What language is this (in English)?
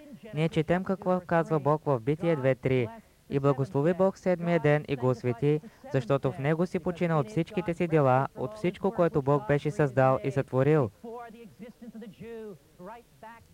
Bulgarian